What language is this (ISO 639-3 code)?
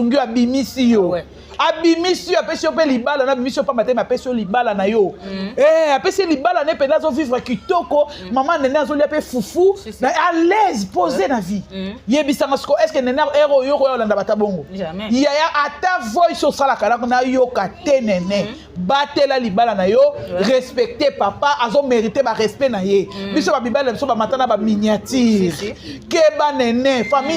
lin